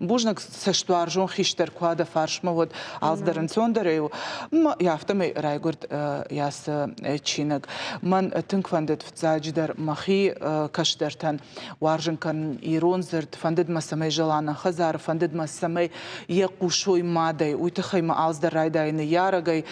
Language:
Ossetic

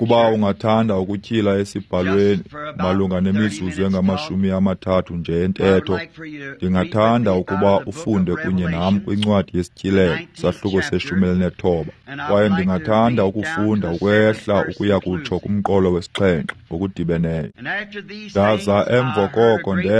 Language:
Xhosa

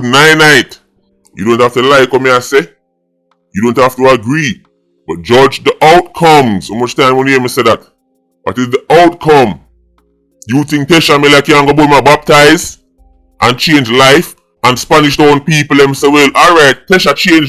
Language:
Jamaican Creole English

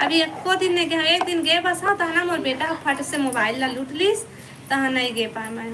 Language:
Chhattisgarhi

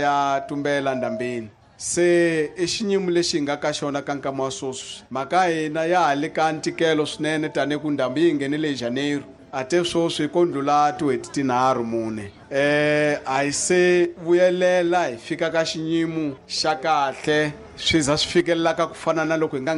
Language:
Tsonga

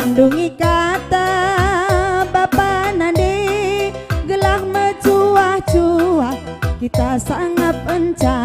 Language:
Batak Karo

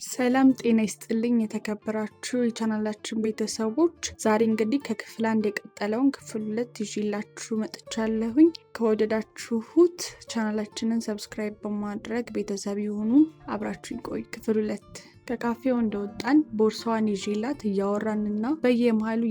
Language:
Amharic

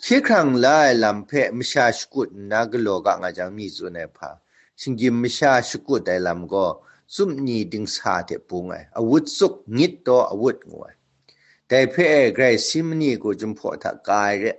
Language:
Kachin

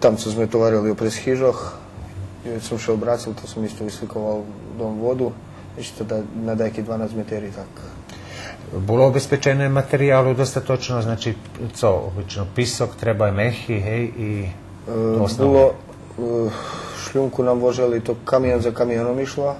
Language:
Rusyn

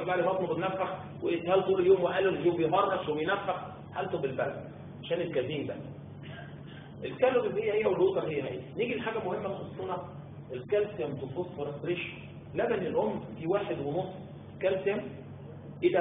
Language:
Egyptian Arabic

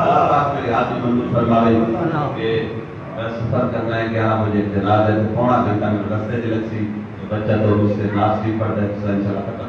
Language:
Saraiki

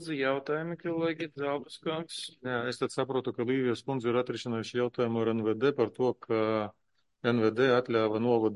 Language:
Latvian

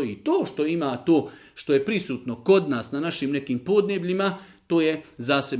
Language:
Serbian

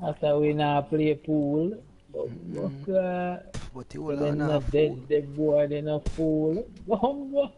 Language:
Jamaican Creole English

